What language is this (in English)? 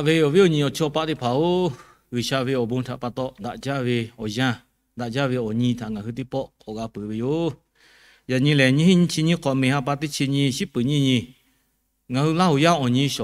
Lahu